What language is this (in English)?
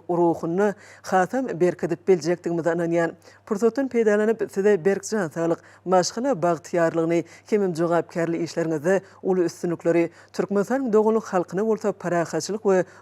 Turkmen